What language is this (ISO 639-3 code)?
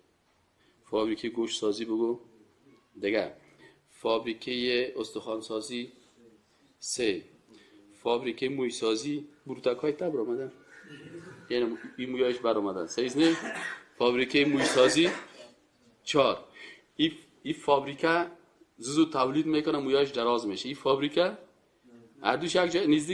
fas